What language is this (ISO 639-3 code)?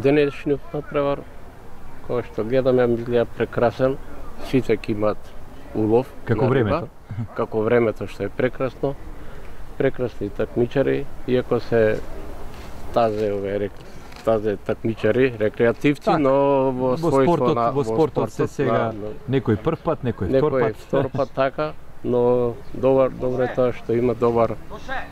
mkd